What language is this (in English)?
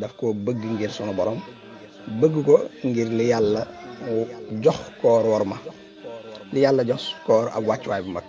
Wolof